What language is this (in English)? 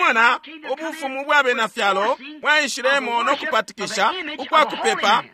Bemba